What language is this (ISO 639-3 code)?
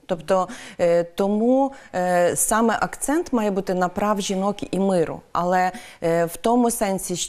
ukr